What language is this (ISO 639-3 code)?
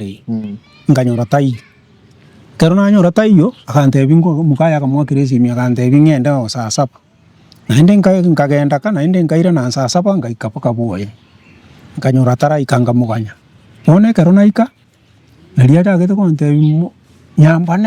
guz